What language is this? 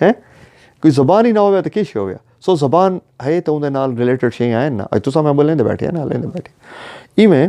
Saraiki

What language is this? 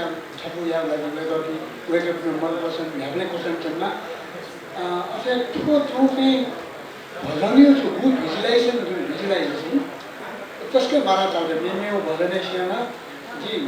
Newari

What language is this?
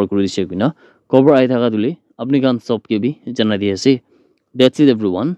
Naga Pidgin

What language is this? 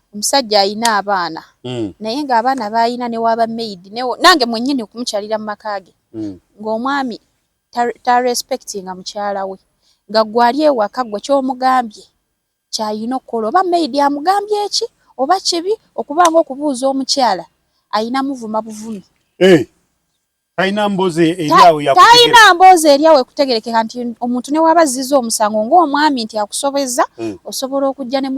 Ganda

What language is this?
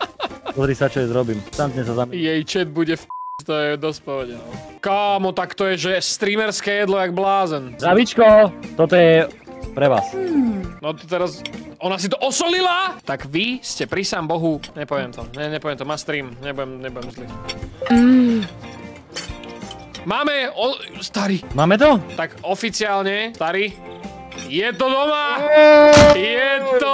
Slovak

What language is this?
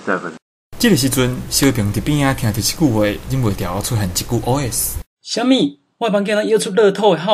Min Nan Chinese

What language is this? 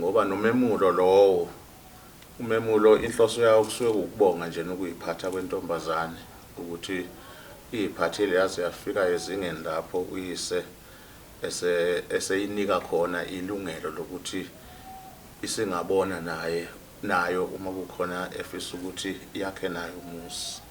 Zulu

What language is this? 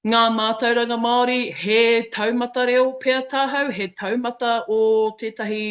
Māori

